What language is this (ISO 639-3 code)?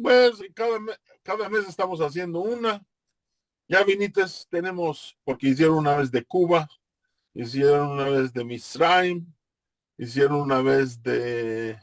lad